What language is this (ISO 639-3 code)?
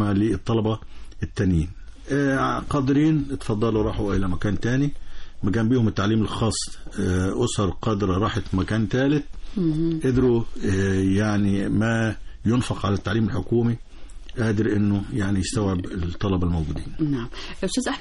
arz